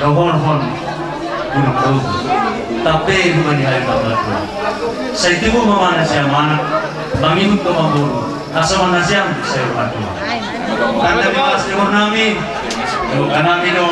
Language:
Batak Simalungun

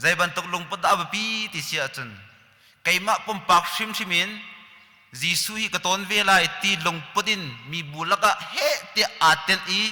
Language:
Hakha Chin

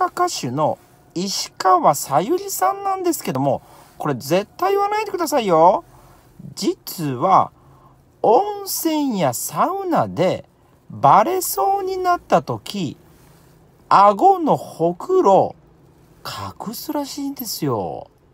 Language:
Japanese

